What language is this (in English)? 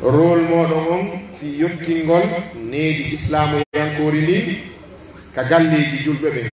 Pular